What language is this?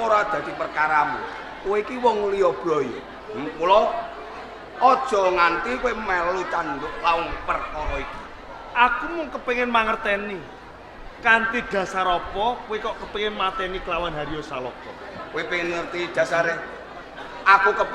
Javanese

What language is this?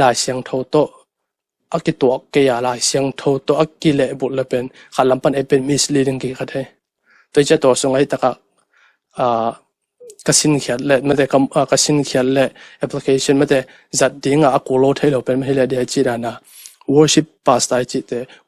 Tedim Chin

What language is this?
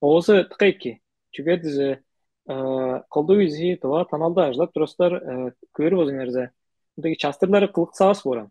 Tuvinian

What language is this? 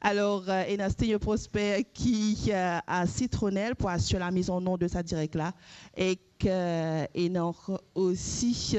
Morisyen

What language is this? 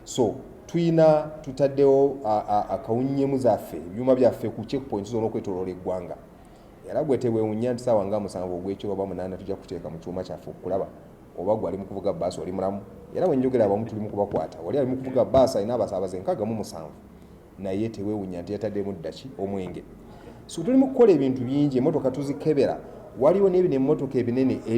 Ganda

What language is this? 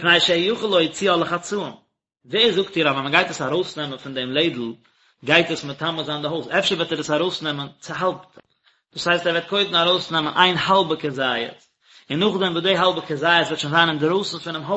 Yiddish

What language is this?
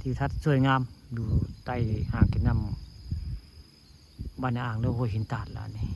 Northeastern Thai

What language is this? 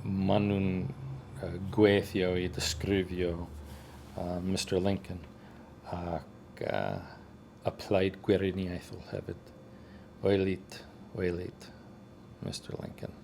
Welsh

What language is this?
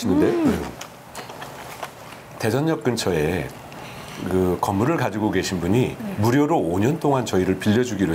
Korean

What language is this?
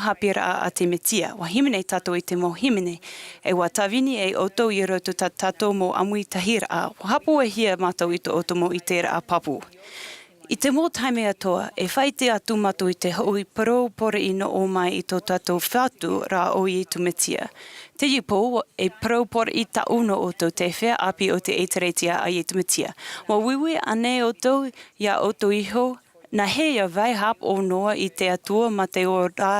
Tahitian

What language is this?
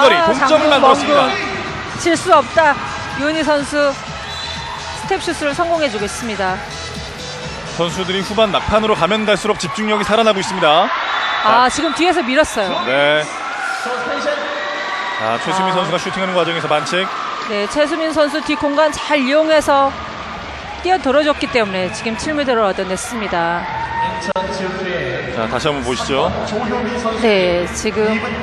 Korean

